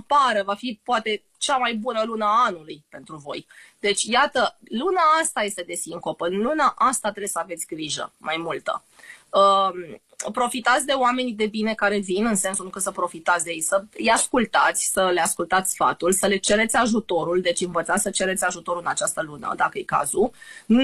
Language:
Romanian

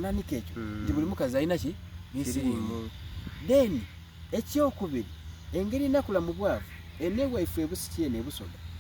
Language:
Soga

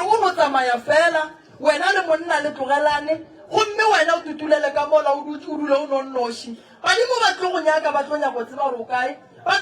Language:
Northern Sotho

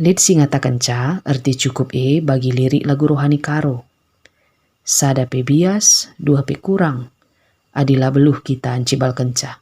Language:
Batak Karo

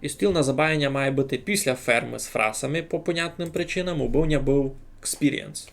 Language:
Rusyn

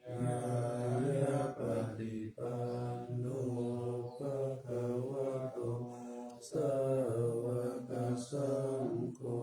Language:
Pali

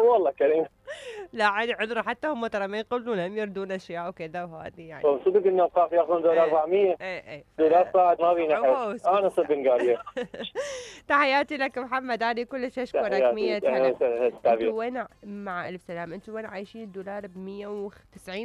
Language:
Mesopotamian Arabic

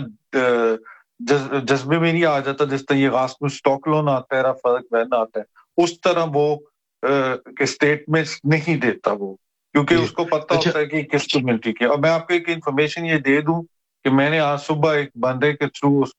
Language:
Urdu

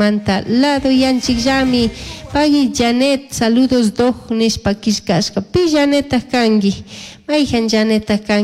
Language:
Chimborazo Highland Quichua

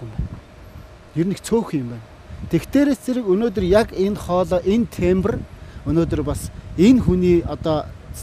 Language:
Mongolian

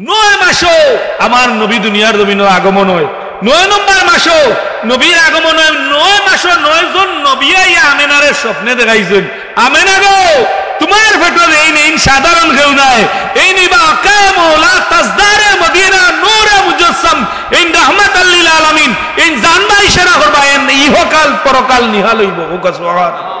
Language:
Sylheti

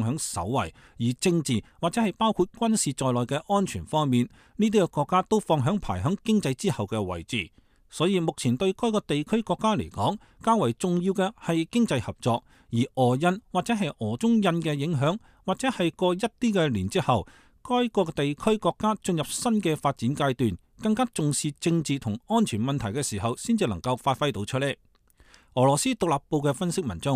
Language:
Cantonese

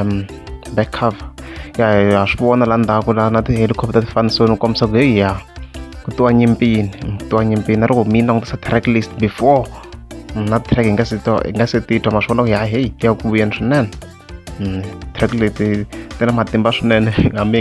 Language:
Tsonga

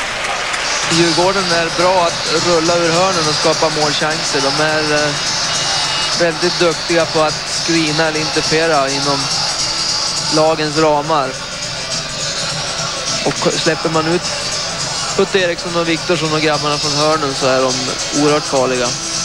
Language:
Swedish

